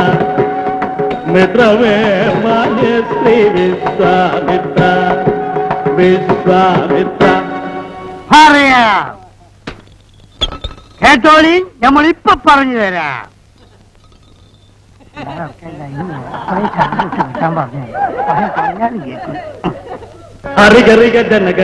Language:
Malayalam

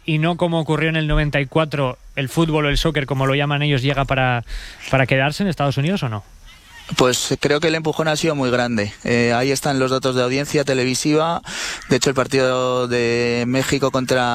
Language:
Spanish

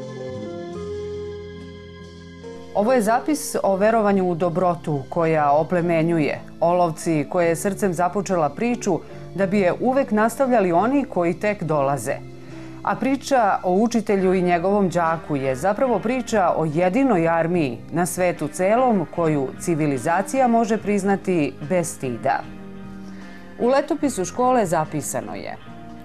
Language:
Serbian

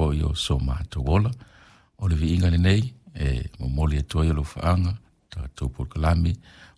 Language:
Samoan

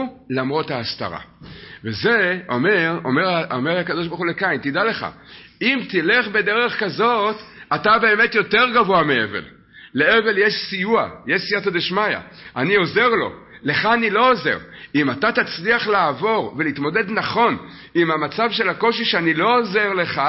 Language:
Hebrew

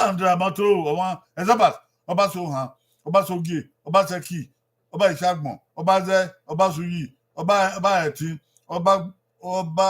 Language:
Bini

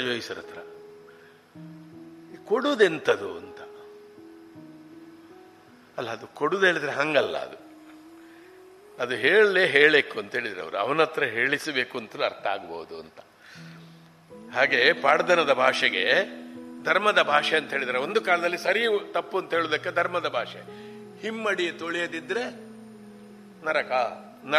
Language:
Kannada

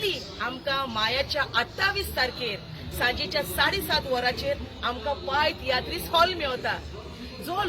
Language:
Konkani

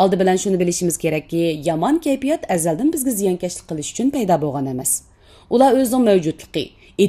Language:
Uyghur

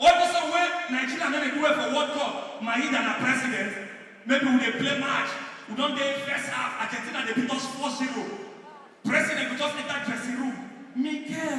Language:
Nigerian Pidgin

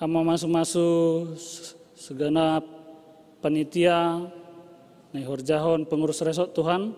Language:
Batak Simalungun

